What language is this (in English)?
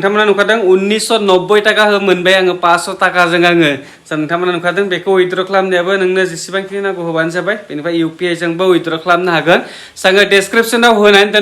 Bodo